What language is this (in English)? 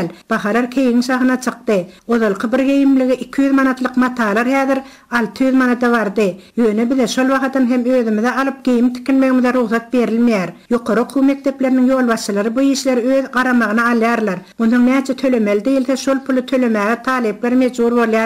Turkmen